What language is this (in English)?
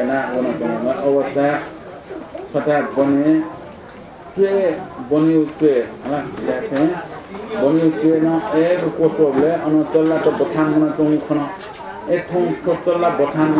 Newari